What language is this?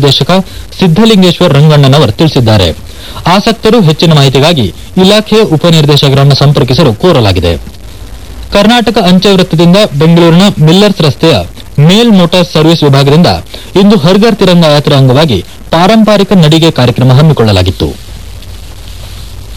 Kannada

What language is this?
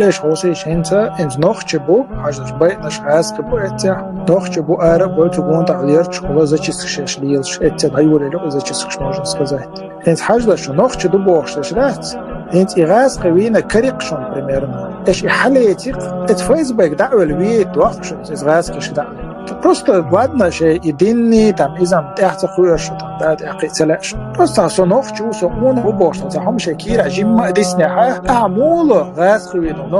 Chechen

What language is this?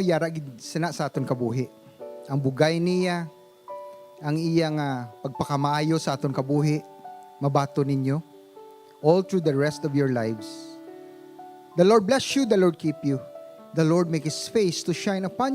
Hiligaynon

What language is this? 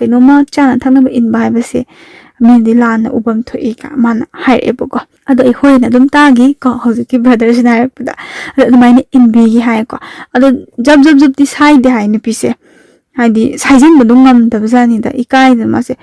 Manipuri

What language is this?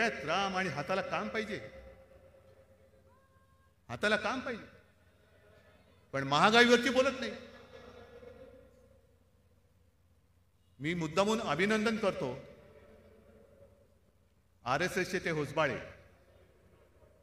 Marathi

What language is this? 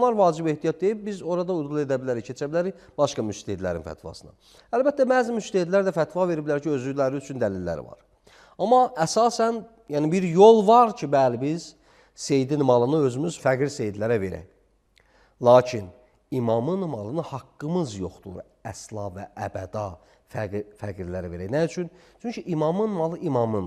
Azerbaijani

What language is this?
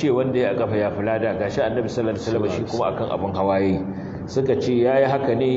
Hausa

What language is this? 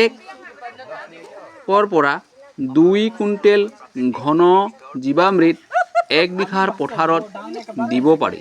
Assamese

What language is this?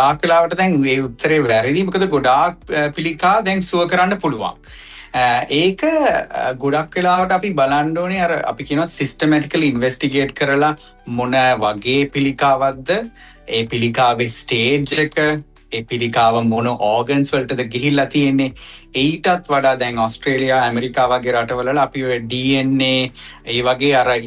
Sinhala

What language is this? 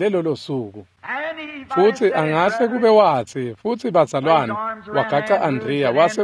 Swati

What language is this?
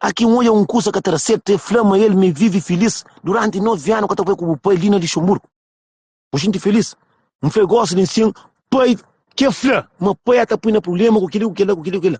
Kabuverdianu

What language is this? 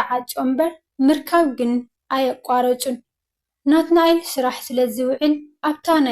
Tigrinya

